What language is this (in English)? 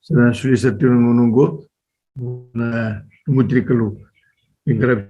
Fijian